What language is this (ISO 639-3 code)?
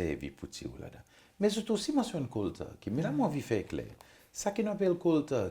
crs